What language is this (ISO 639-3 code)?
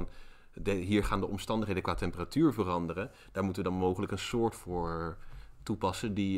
nld